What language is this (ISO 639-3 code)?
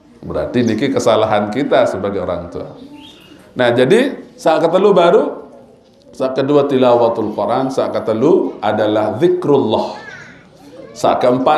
sas